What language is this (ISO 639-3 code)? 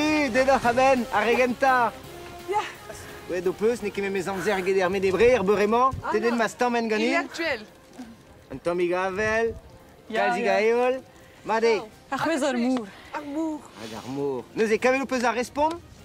bre